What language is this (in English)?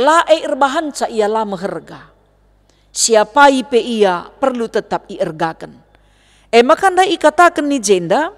Batak Karo